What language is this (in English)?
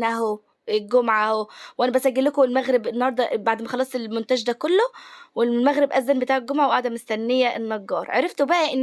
Egyptian Arabic